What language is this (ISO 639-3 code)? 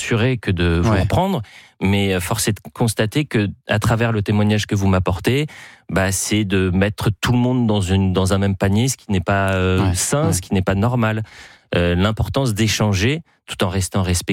fra